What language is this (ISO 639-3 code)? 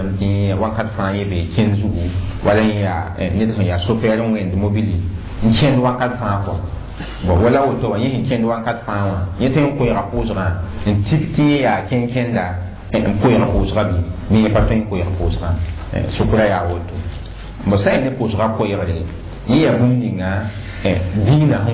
mos